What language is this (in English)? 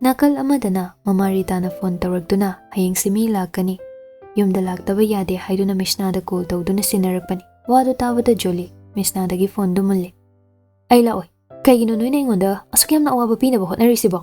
Manipuri